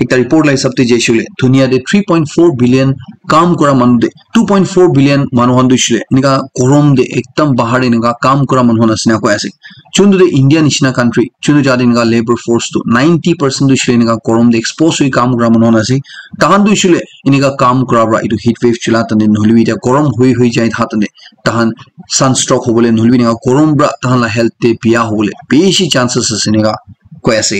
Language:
Naga Pidgin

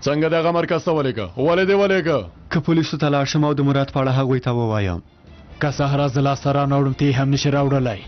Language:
Pashto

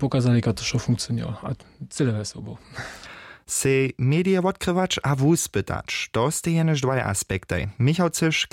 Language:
Upper Sorbian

